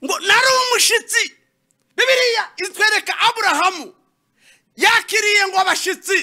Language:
Kinyarwanda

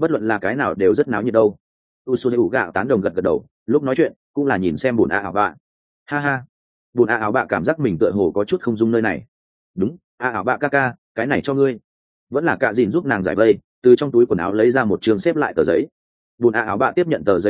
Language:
Vietnamese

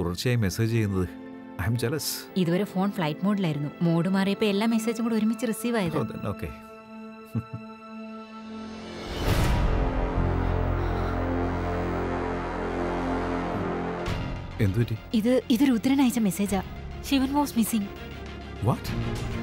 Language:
Malayalam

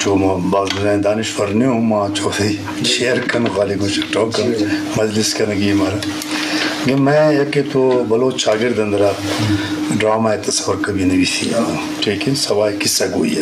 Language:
Eastern Balochi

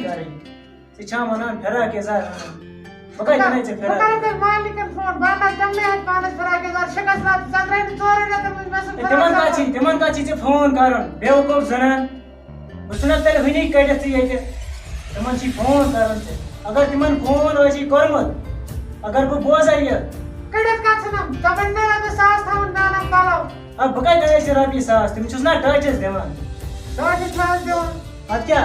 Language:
Kashmiri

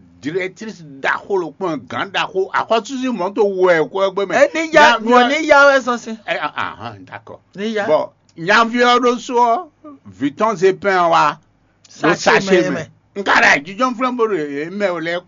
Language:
Fon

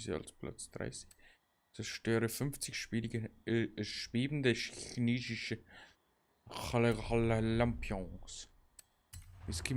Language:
Bavarian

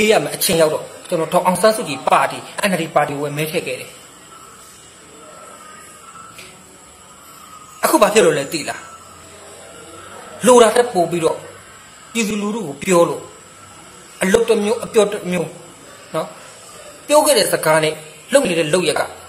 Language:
Burmese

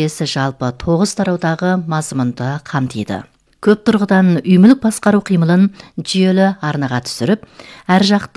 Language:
Kazakh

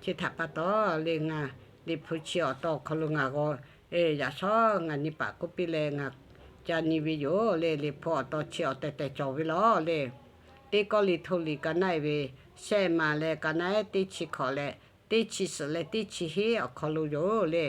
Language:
Lahu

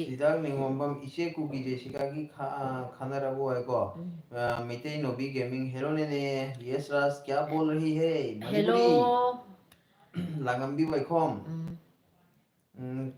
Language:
Manipuri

